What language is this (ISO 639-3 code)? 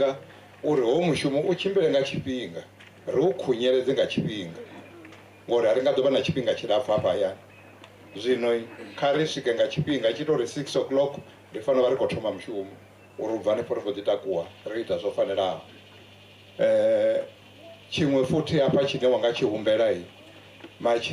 ven